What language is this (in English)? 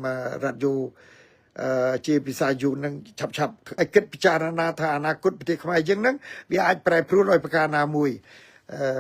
Khmer